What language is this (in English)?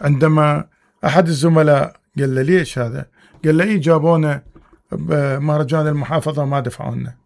Mesopotamian Arabic